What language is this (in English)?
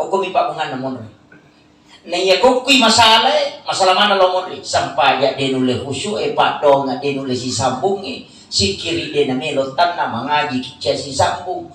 Buginese